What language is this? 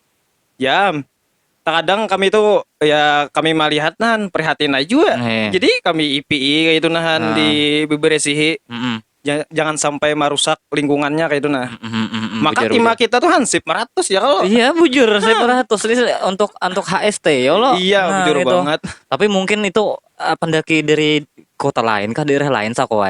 Banjar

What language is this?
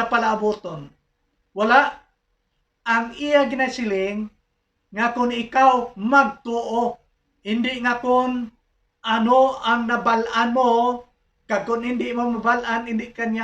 Hiligaynon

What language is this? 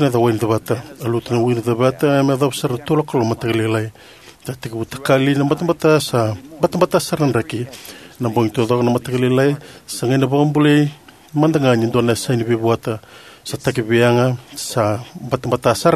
Fijian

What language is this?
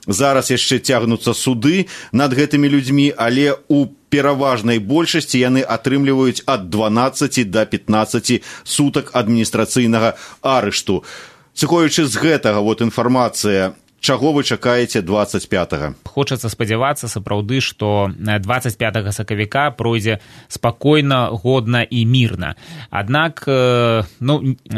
Belarusian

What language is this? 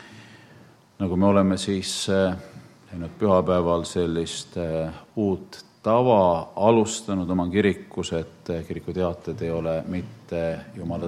Estonian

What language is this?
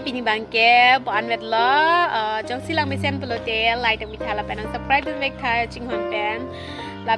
Karbi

